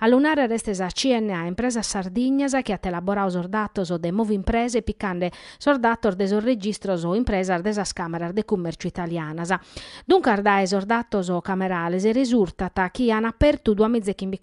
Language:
Sardinian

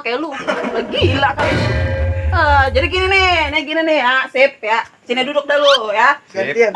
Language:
Betawi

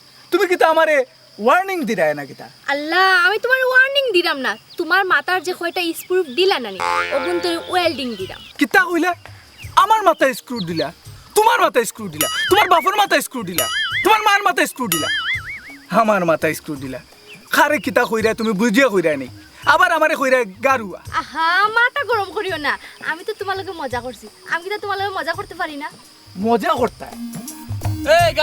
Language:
Sylheti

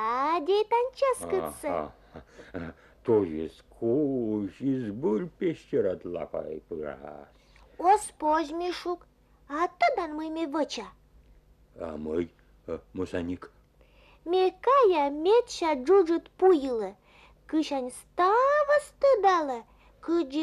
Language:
Komi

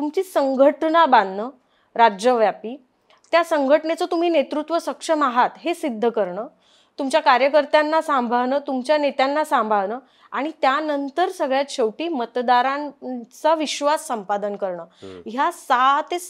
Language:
Marathi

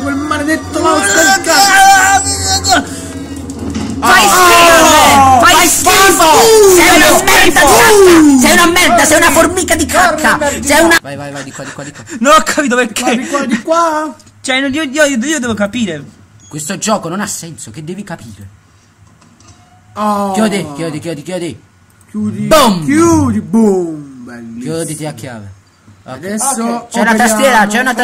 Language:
Italian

